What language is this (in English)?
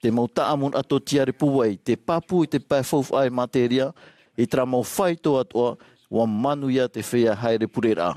Tahitian